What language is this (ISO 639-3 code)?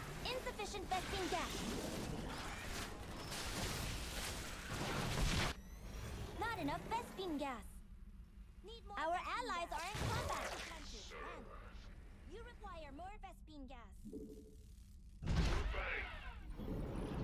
eng